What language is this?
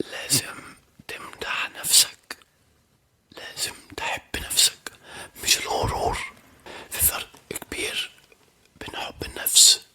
Egyptian Arabic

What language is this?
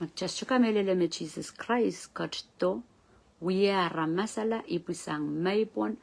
Pohnpeian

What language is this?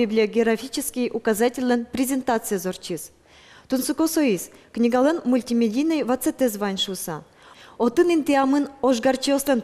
Udmurt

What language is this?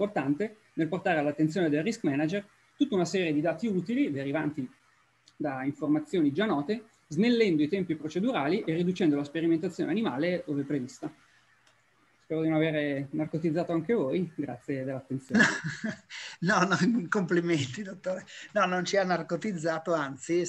Italian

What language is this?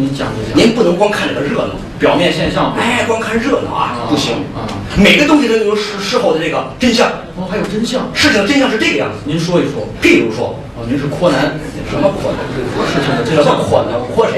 Chinese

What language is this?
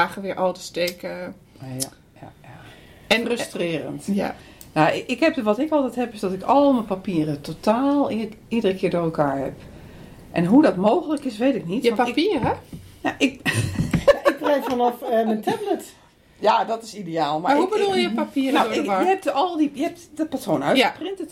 Dutch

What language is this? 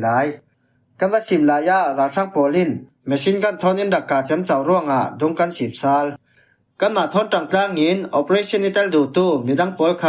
Falam Chin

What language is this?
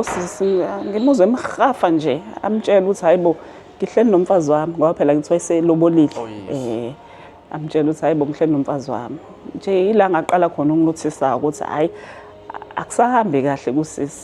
Zulu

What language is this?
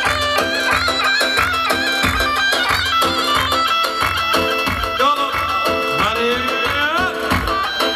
Persian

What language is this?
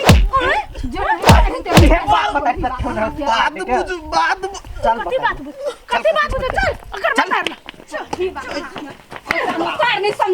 Maithili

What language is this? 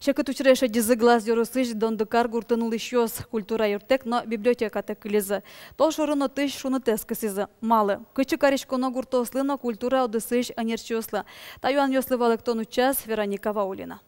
Udmurt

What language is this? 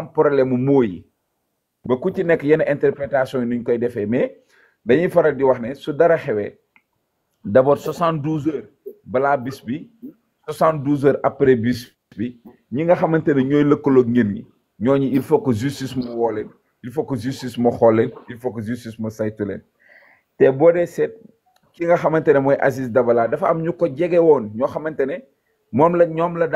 Wolof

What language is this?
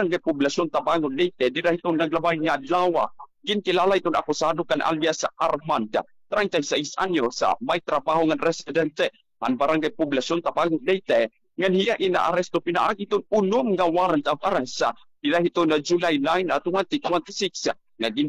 Waray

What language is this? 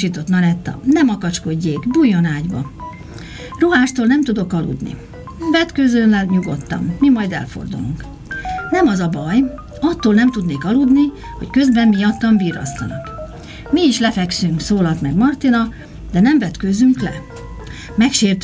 Hungarian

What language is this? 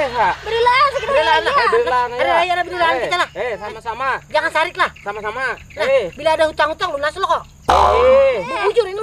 Banjar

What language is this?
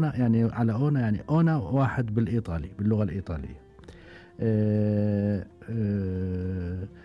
Gulf Arabic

